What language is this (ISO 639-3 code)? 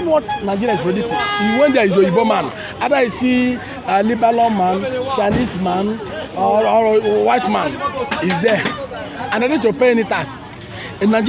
pcm